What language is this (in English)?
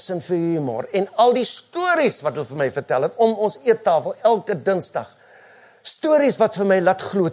Afrikaans